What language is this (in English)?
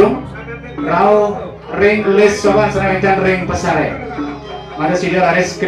Balinese